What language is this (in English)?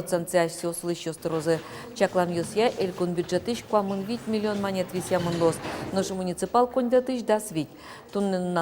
Udmurt